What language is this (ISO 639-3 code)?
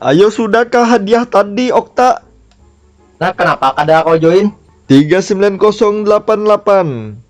bjn